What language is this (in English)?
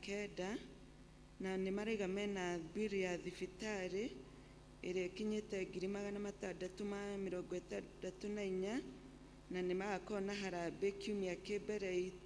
Kikuyu